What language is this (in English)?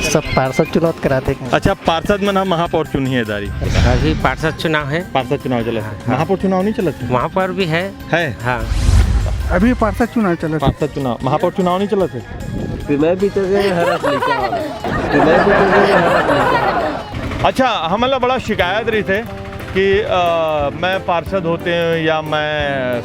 Chhattisgarhi